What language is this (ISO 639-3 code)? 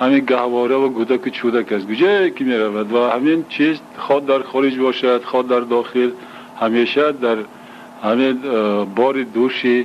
tgk